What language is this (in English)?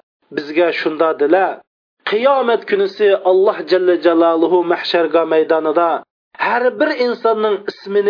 Uyghur